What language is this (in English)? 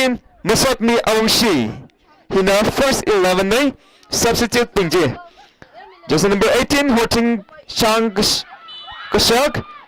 Tangkhul Naga (India)